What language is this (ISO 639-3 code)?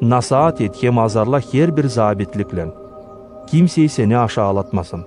gag